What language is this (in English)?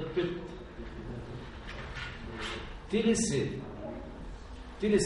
Bulgarian